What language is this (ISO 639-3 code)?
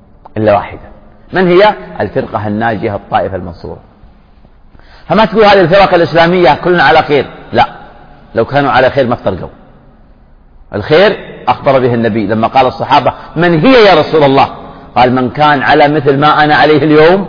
ara